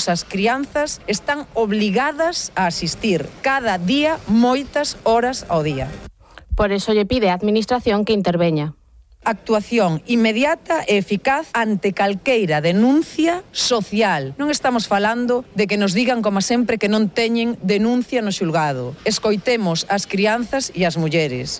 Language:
Galician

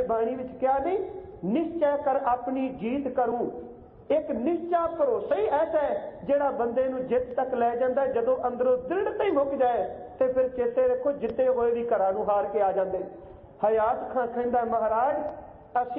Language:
Punjabi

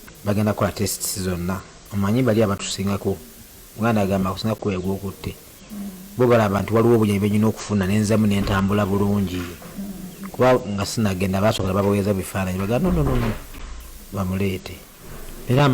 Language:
Ganda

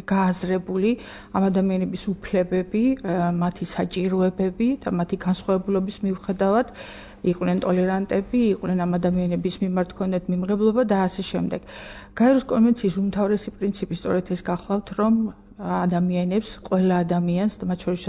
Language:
Georgian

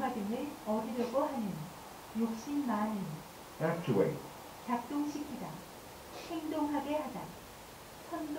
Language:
Korean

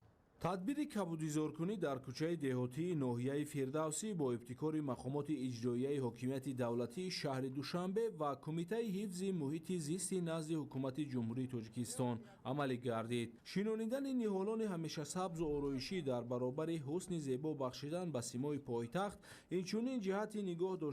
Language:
Tajik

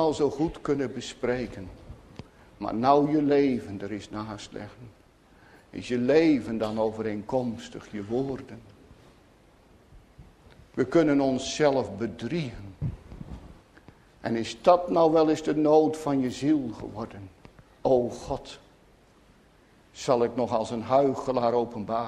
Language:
Dutch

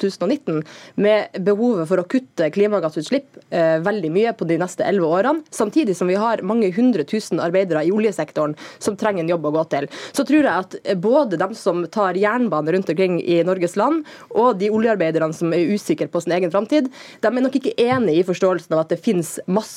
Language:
Norwegian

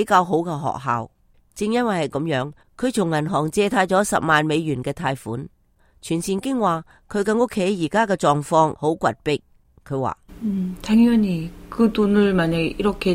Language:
Cantonese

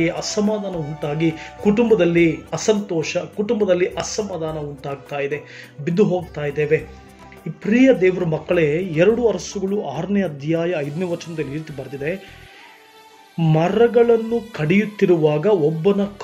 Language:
Kannada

